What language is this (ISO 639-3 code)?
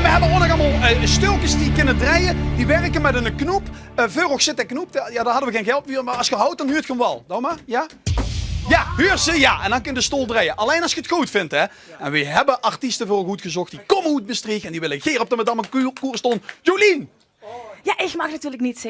lim